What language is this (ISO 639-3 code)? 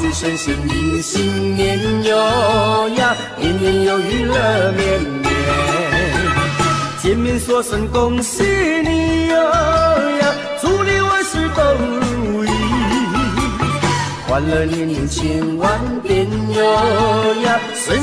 zho